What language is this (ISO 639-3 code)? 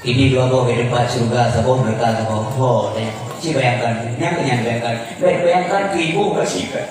ace